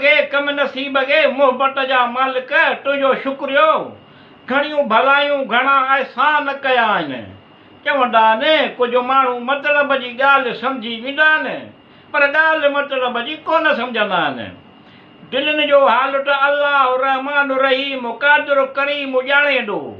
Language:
Sindhi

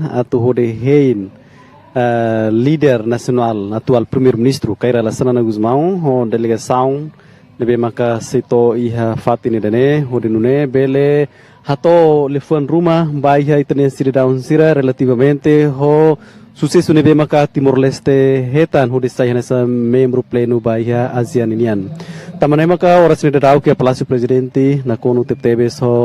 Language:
Tetum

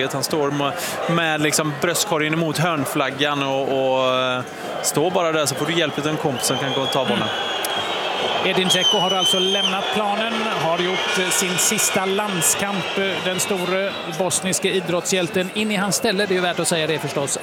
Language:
Swedish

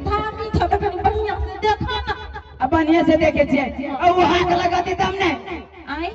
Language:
Maithili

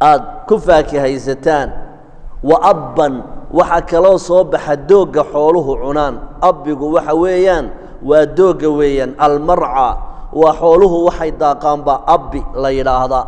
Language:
Somali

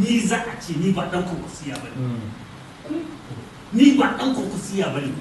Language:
Hausa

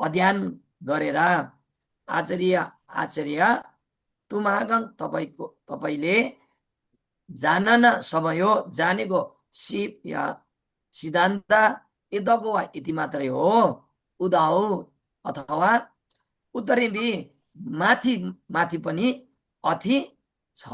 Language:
Nepali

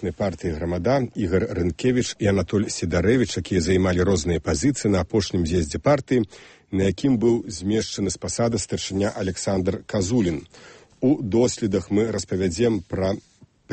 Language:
Belarusian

